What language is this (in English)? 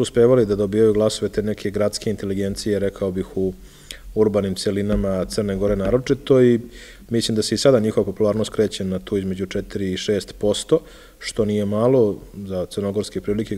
Serbian